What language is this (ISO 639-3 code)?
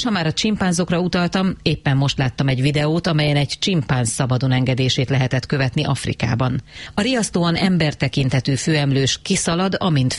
hun